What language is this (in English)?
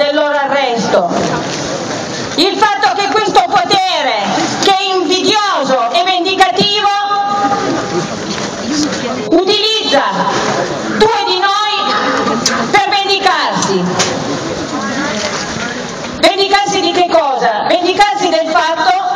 Italian